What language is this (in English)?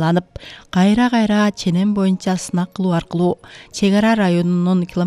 Kyrgyz